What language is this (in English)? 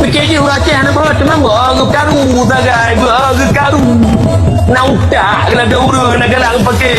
Achinese